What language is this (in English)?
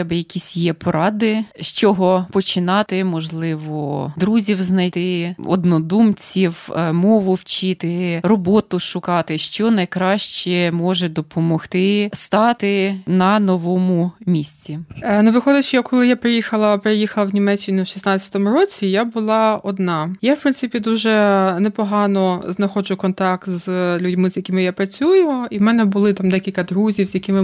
Ukrainian